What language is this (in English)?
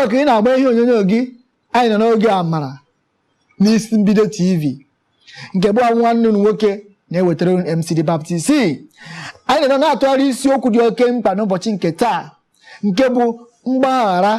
Igbo